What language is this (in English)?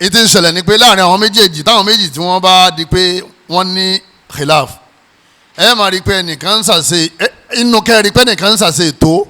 Yoruba